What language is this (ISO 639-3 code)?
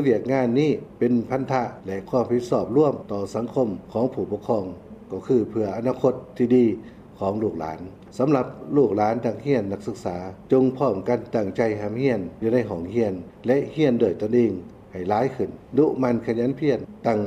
lao